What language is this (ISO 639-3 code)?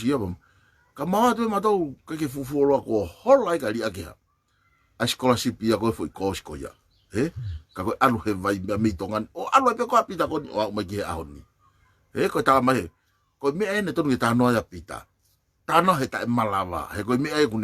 ton